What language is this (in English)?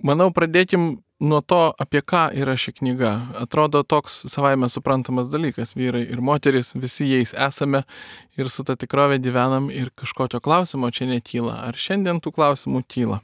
Lithuanian